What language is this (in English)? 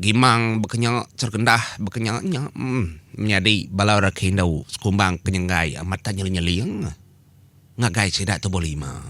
Iban